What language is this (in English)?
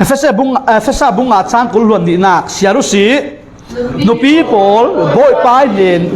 Falam Chin